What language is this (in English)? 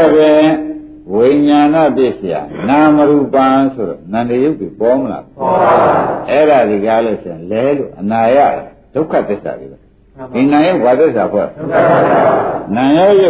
Burmese